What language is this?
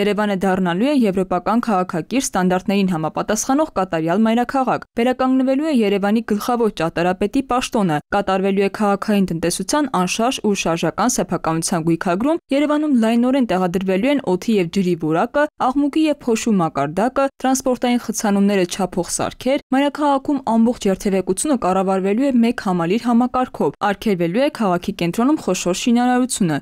Armenian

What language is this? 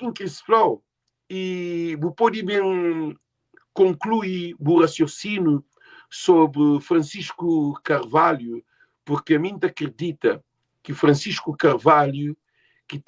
Kabuverdianu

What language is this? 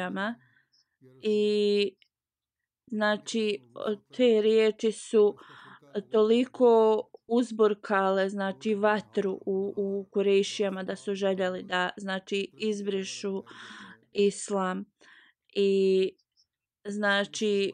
Bosnian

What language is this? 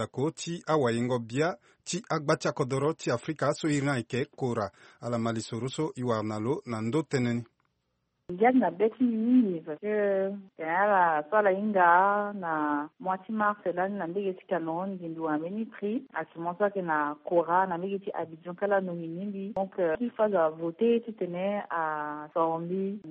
Sango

